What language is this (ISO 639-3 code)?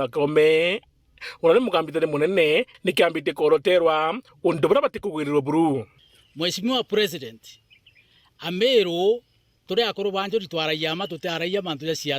mer